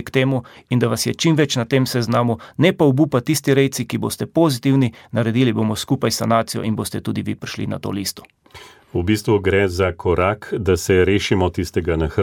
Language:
Slovenian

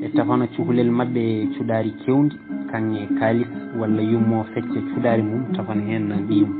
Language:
Fula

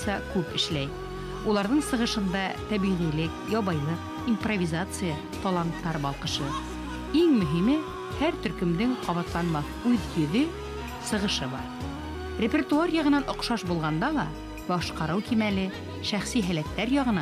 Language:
Bashkir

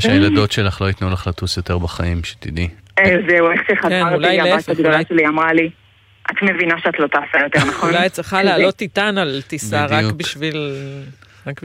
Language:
Hebrew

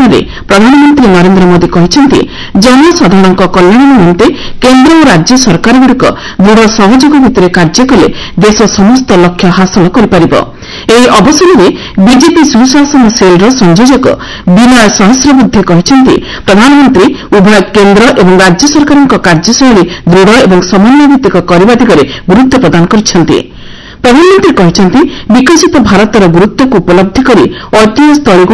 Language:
Odia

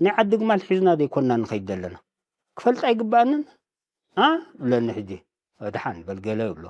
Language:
Tigrinya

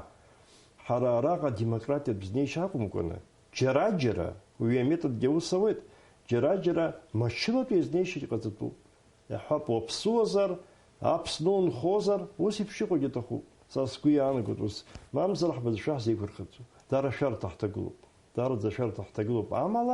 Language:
Abkhazian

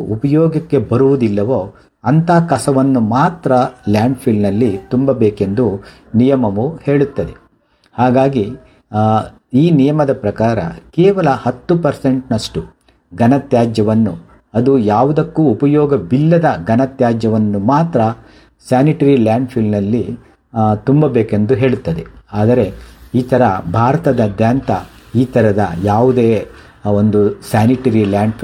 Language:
Kannada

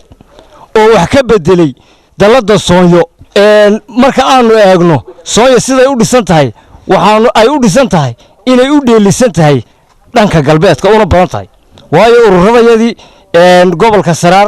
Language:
Somali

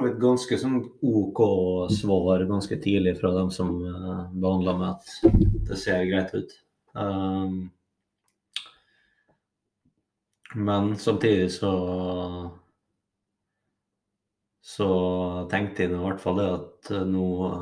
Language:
Norwegian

